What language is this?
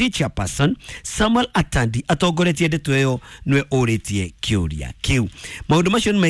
Kikuyu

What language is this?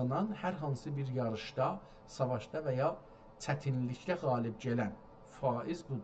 South Azerbaijani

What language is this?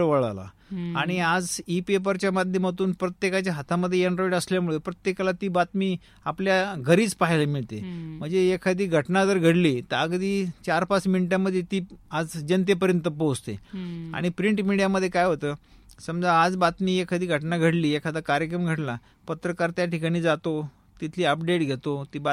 Marathi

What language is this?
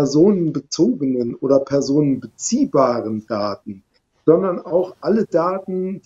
German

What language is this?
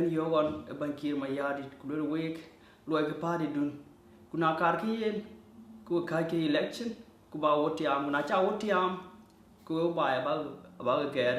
Dinka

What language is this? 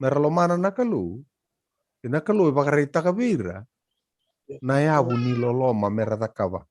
Fijian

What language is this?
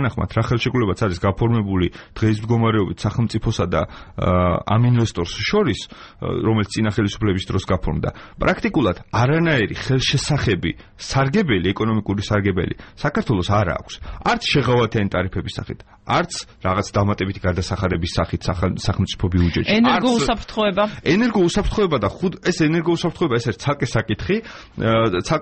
Georgian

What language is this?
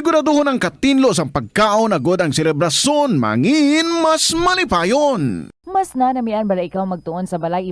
Hiligaynon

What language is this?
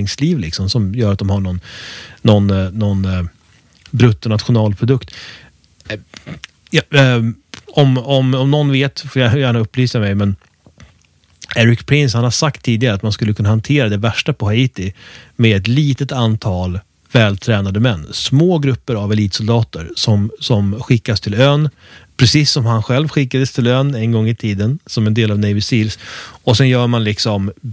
Swedish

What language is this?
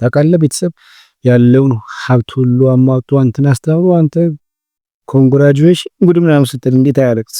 Amharic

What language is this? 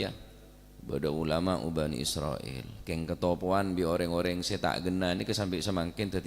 Madurese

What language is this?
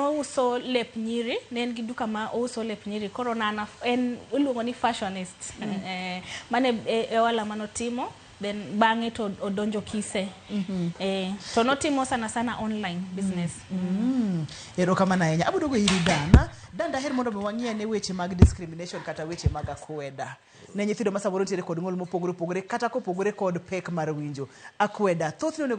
Luo (Kenya and Tanzania)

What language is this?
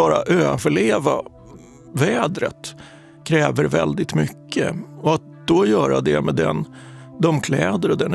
Swedish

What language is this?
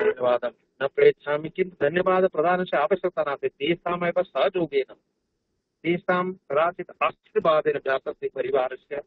Sanskrit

